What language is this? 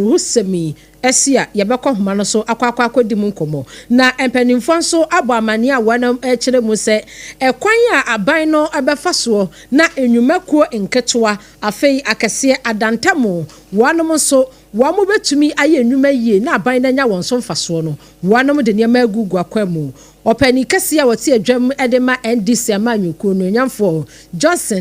Akan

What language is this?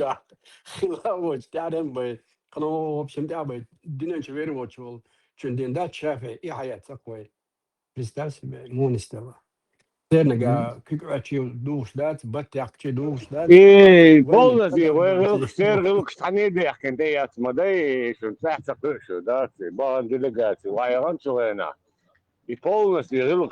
Chechen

